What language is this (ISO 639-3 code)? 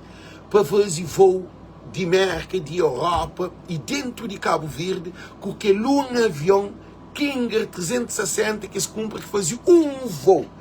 kea